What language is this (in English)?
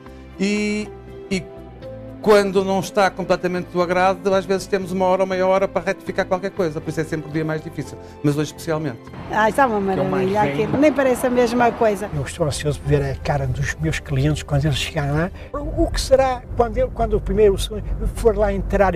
Portuguese